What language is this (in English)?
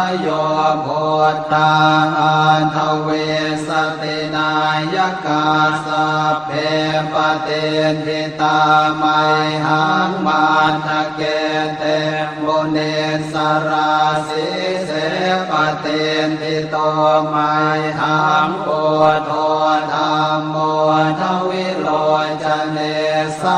Pali